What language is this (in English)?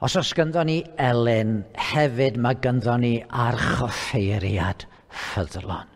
Welsh